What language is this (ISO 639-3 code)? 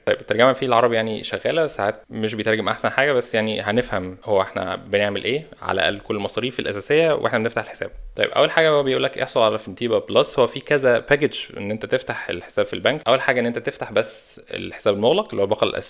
arz